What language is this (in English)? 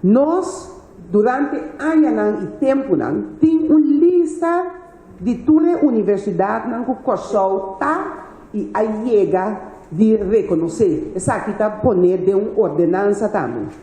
Papiamento